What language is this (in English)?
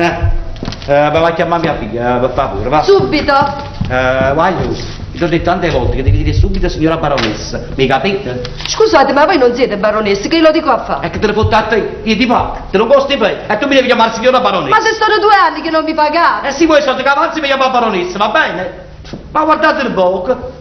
Neapolitan